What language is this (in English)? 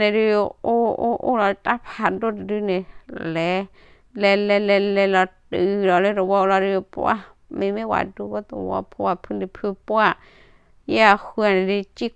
S'gaw Karen